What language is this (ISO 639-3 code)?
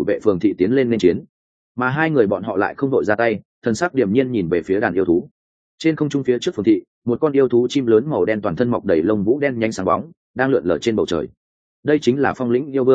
vie